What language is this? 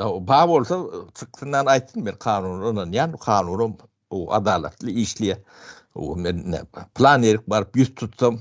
Turkmen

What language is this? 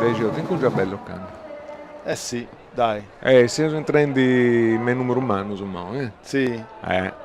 Sardinian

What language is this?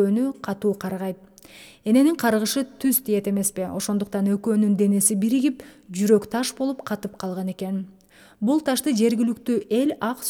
Kyrgyz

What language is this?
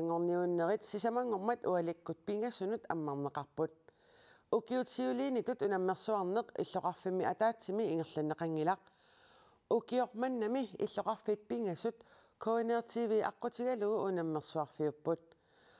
Kalaallisut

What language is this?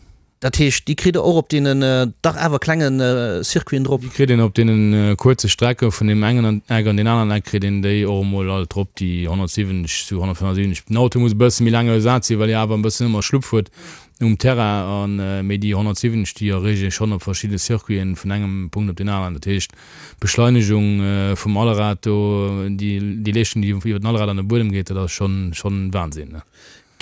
Luxembourgish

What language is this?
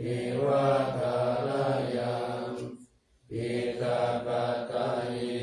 Pali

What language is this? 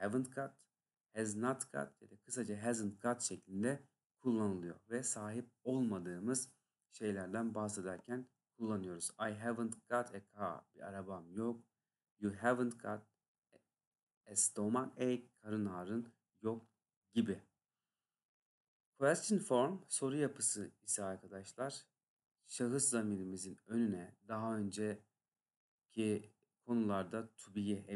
Turkish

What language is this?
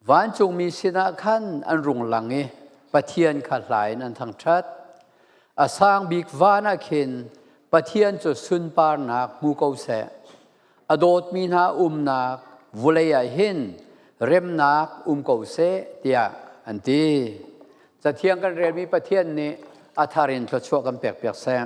Falam Chin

